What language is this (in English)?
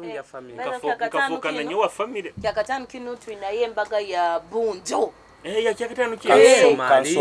Nyoro